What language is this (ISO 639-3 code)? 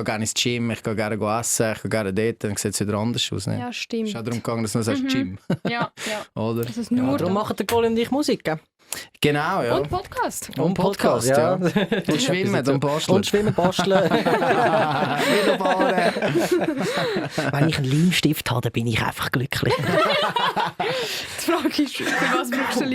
gsw